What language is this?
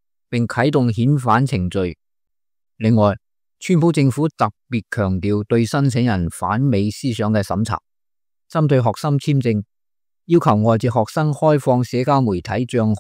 Cantonese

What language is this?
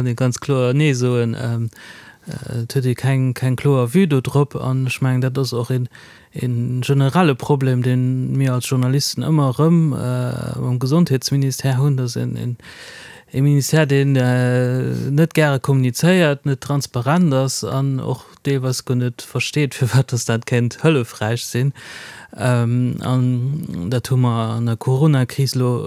Luxembourgish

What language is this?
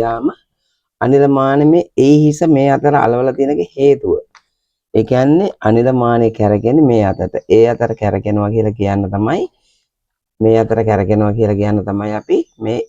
Sinhala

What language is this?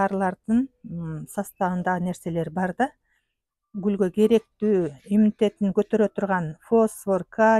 Kyrgyz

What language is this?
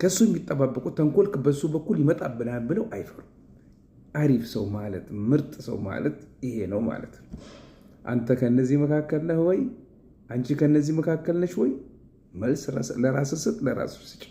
Amharic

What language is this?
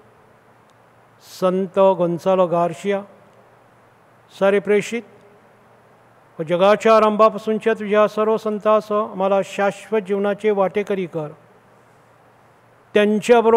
Marathi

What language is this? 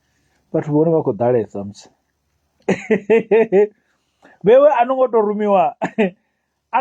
Venda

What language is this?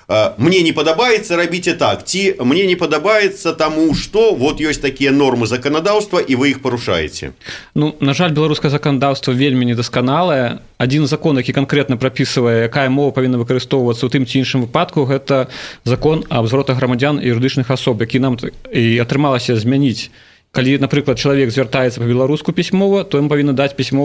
Belarusian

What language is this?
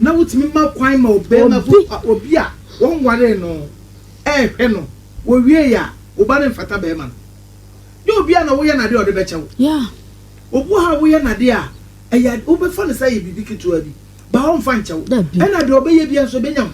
Akan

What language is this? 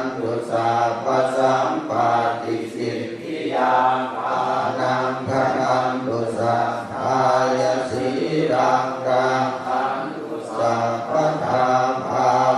Pali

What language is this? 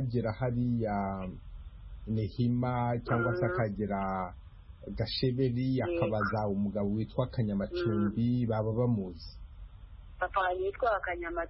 Kinyarwanda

